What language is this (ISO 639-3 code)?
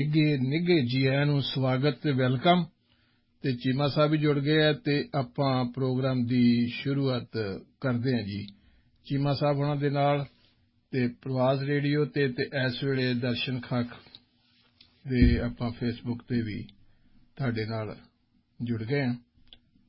pan